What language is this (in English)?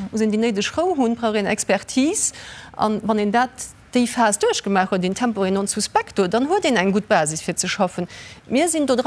Luxembourgish